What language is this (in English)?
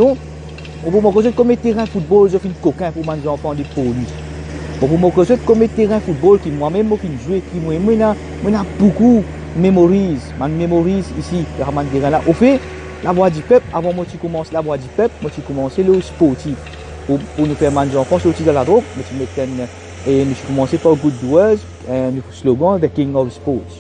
Morisyen